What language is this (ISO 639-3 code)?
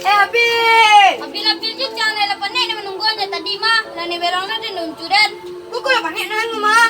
min